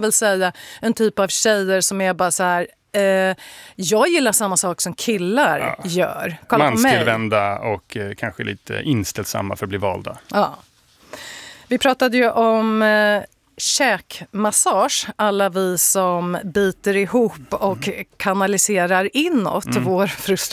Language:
Swedish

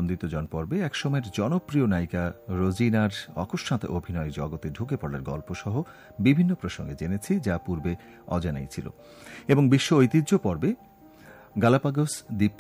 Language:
Bangla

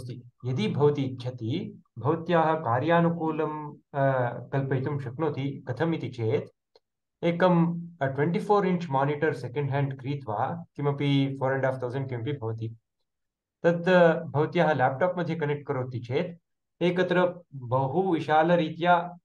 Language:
Sanskrit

